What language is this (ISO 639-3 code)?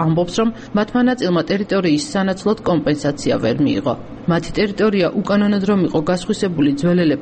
kat